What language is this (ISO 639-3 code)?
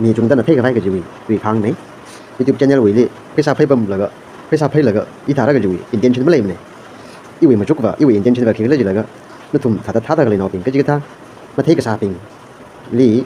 nmf